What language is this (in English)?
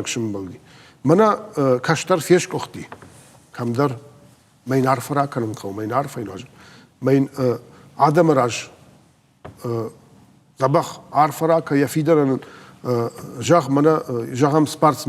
Ossetic